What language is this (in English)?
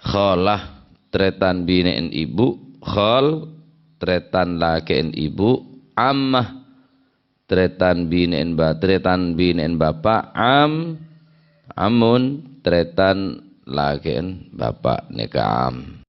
Madurese